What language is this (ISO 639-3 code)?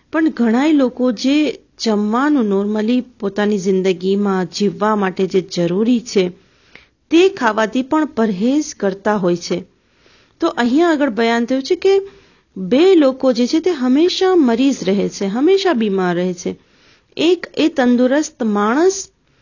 guj